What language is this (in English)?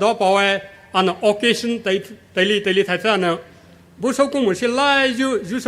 Poumei Naga